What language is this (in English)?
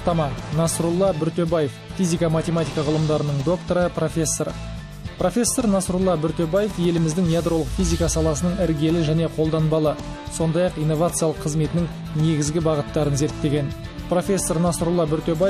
Kazakh